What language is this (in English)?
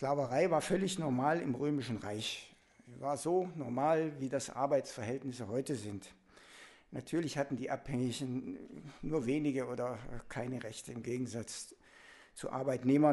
German